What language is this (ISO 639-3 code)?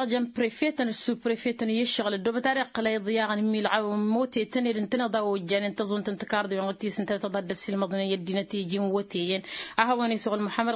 taq